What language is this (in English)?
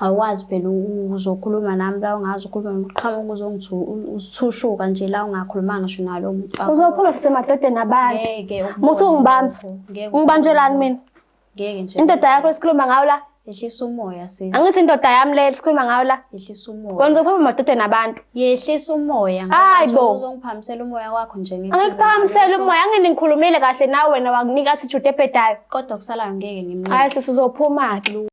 Zulu